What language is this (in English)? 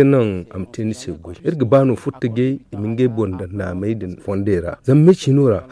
Zarma